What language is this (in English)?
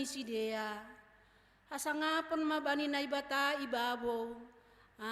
Batak Simalungun